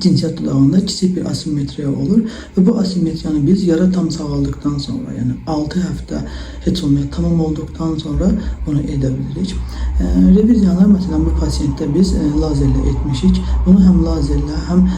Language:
Azerbaijani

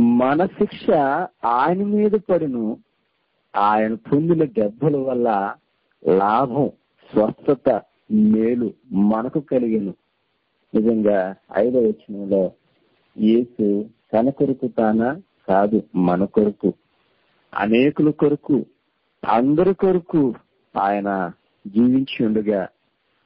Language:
Telugu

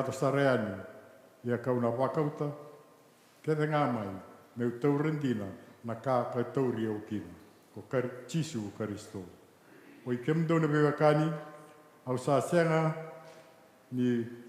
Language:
Fijian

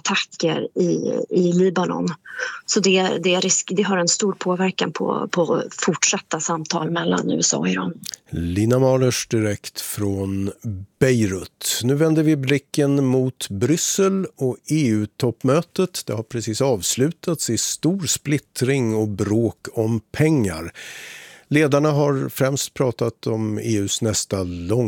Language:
Swedish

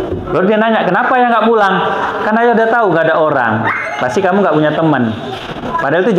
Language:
Indonesian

